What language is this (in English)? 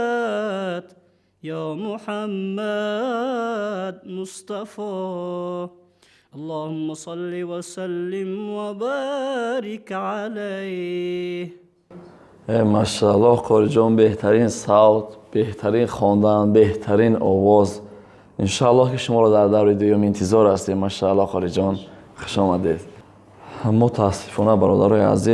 Tajik